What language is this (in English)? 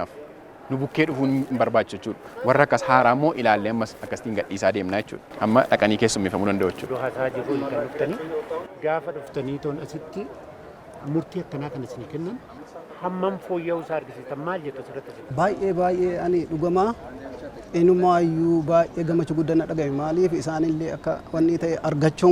Oromo